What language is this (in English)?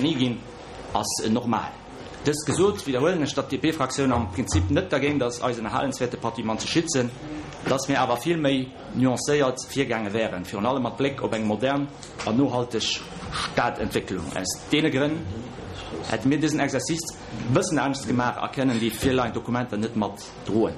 Luxembourgish